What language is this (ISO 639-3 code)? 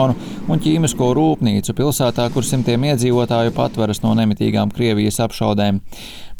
lav